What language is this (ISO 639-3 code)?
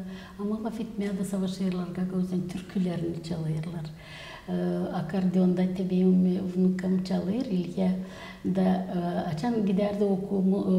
gag